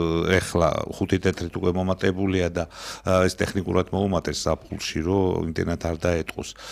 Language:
Georgian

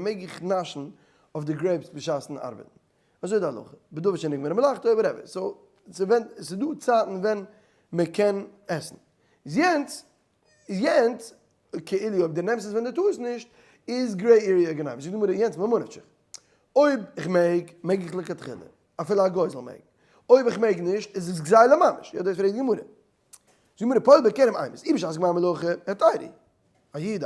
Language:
Yiddish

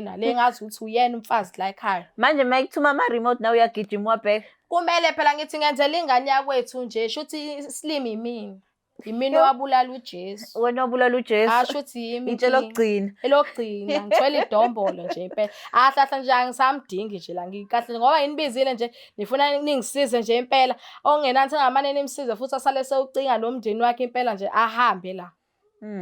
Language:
Zulu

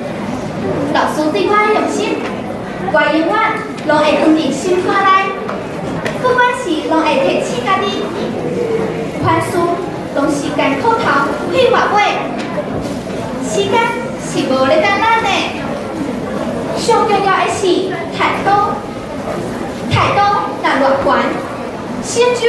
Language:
Min Nan Chinese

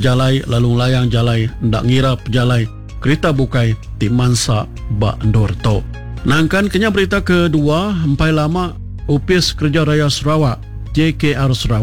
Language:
Iban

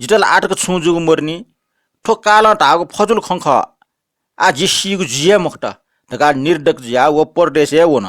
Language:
Newari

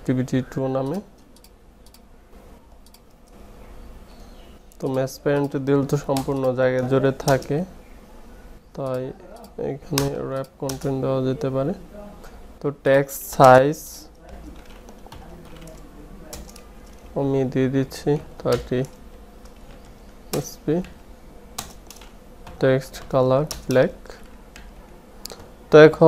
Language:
Bangla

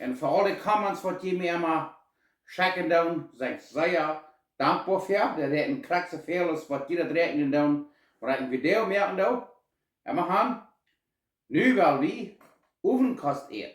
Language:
Plautdietsch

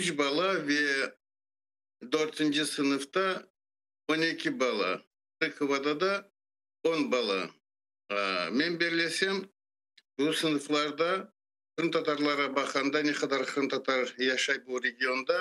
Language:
Crimean Tatar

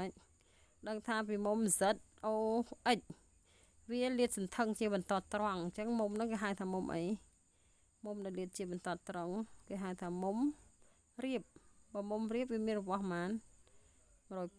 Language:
Khmer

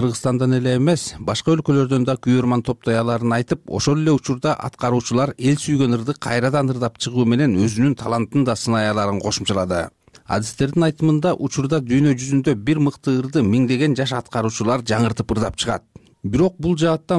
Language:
Kyrgyz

